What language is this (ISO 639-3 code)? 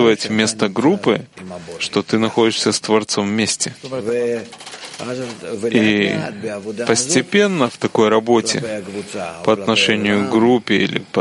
rus